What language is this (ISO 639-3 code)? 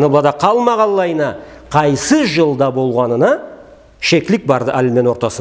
krc